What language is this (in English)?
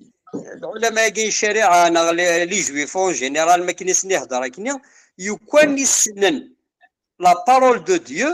Kabyle